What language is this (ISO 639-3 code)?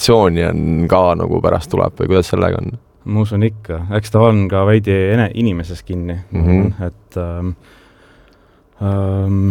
est